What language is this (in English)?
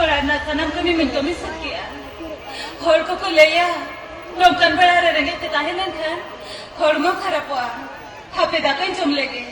Santali